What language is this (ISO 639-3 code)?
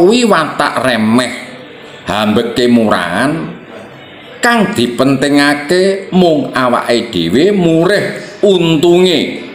jav